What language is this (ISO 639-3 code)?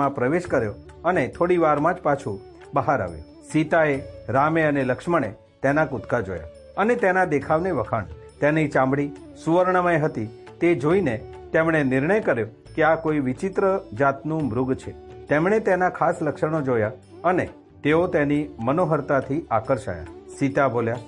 guj